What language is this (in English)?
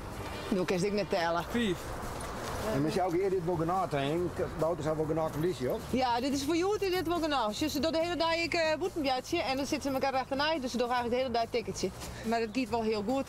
Western Frisian